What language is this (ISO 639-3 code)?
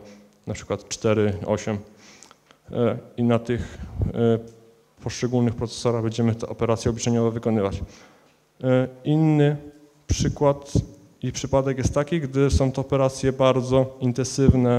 pol